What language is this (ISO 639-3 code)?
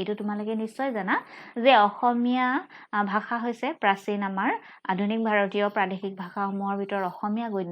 asm